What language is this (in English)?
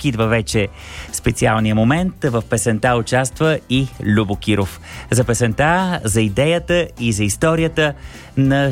Bulgarian